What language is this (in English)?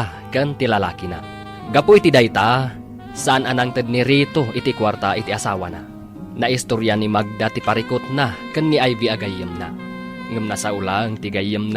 Iloko